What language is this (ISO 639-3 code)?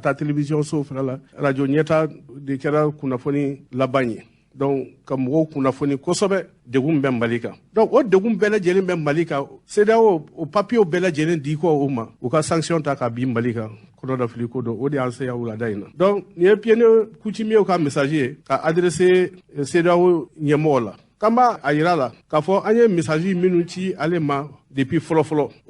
bam